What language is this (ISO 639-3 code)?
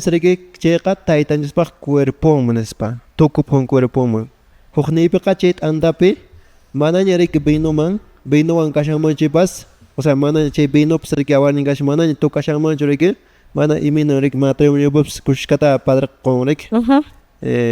que